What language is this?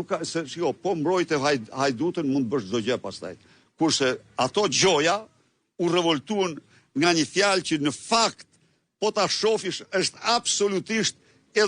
Albanian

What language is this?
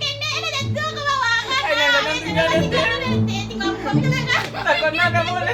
Minangkabau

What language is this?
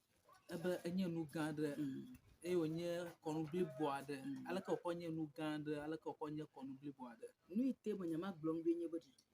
Ewe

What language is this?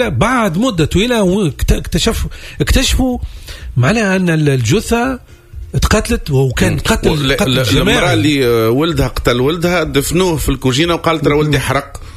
Tunisian Arabic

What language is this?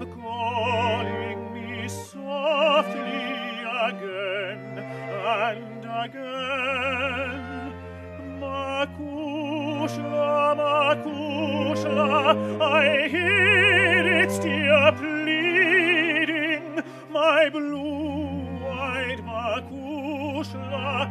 English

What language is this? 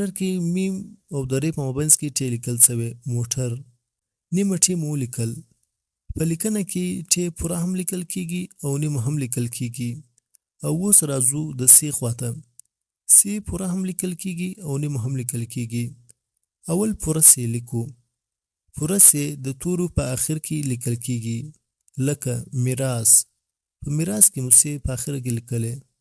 Pashto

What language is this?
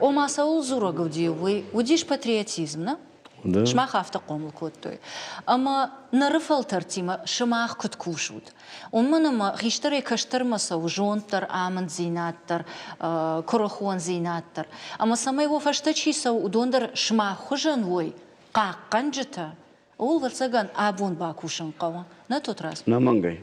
Ossetic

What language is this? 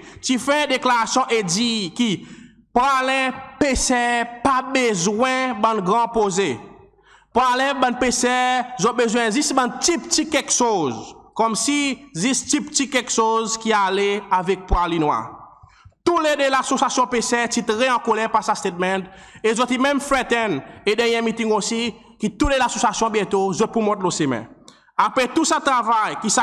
Seselwa Creole French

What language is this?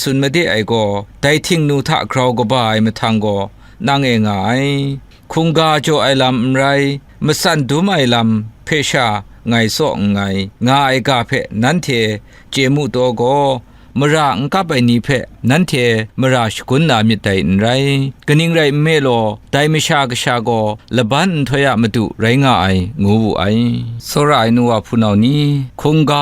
Kachin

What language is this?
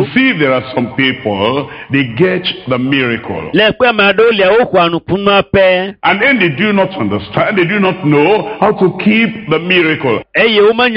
Ewe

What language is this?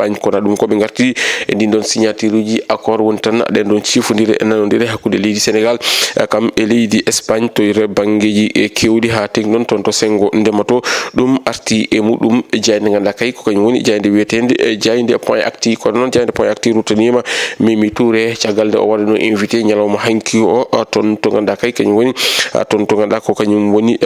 Fula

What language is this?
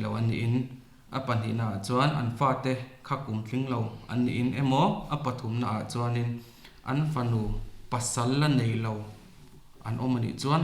Mizo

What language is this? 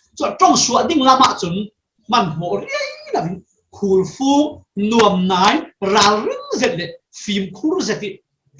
Falam Chin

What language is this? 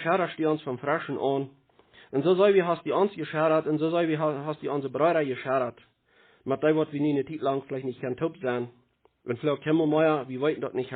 Plautdietsch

